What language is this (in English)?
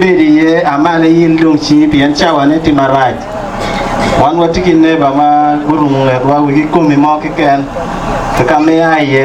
Acoli